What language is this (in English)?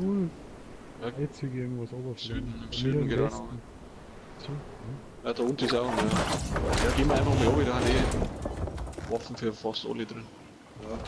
Bavarian